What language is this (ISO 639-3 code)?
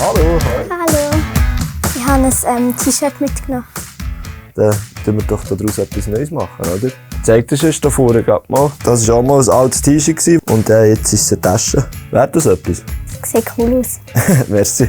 gsw